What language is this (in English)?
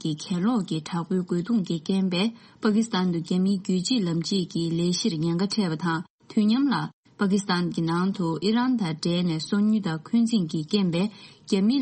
Tibetan